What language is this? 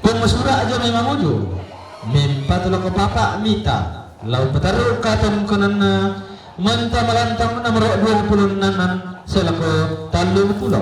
Toraja-Sa'dan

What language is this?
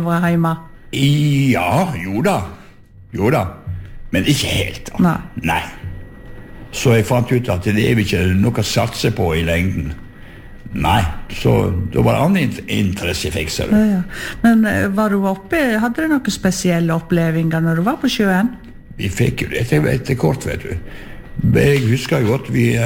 Norwegian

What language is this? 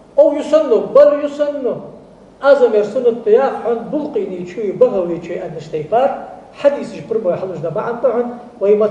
Ingush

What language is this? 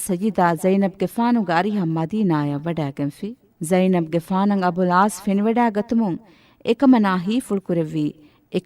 Divehi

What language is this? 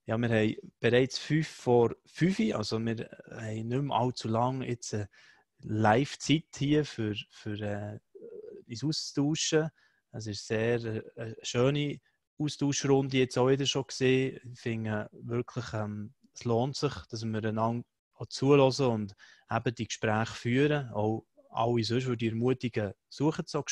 Swiss German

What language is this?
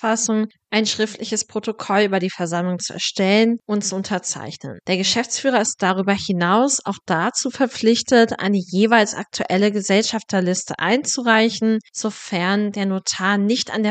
German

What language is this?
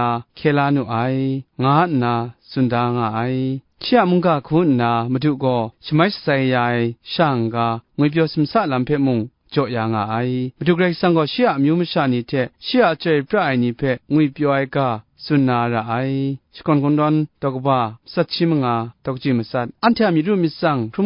Kachin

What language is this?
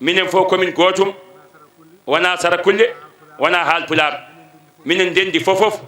Fula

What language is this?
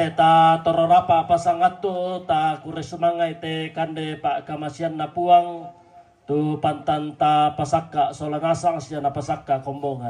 Toraja-Sa'dan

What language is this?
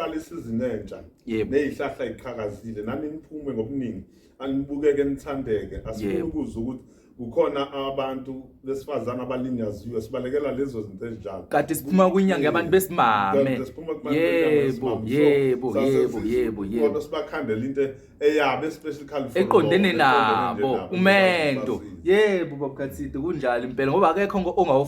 Zulu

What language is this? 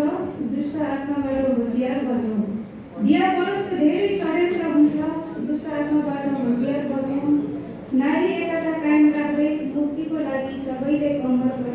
Nepali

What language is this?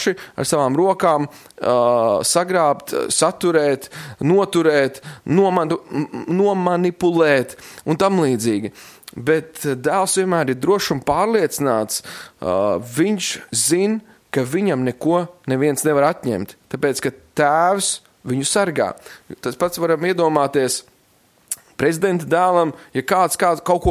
Latvian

